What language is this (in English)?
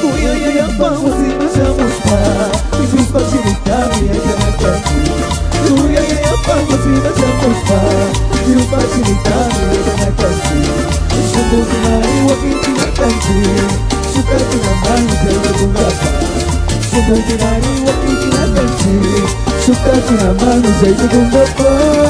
Chimborazo Highland Quichua